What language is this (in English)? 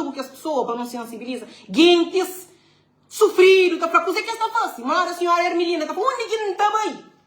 Kabuverdianu